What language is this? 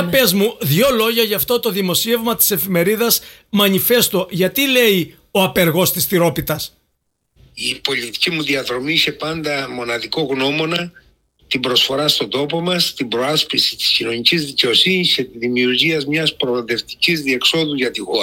Greek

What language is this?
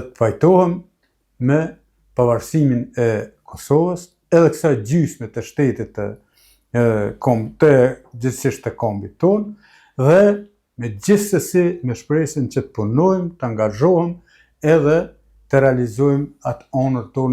Albanian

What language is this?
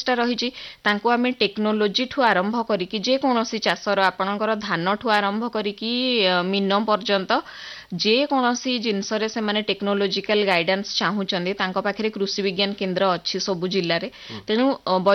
Odia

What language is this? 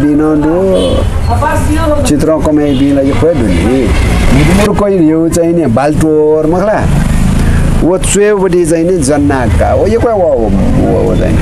Newari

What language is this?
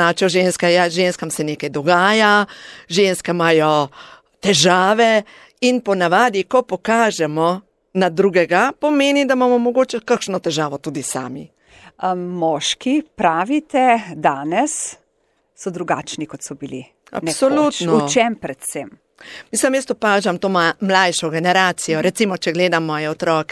Slovenian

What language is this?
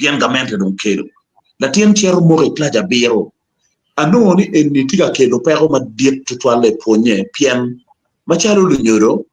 Acoli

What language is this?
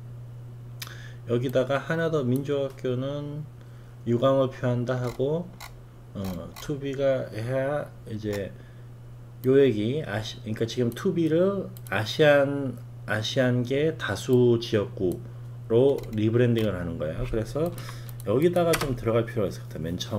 Korean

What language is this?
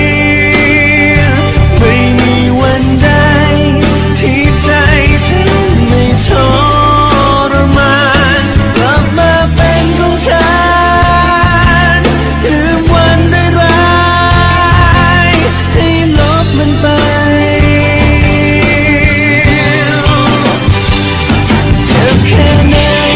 Thai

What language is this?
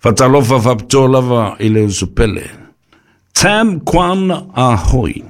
Samoan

